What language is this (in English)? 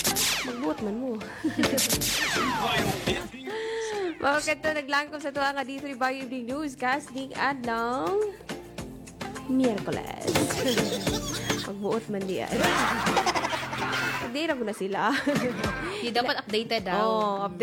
Cebuano